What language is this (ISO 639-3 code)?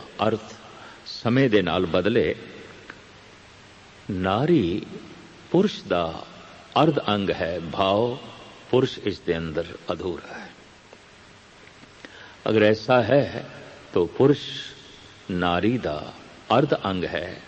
pan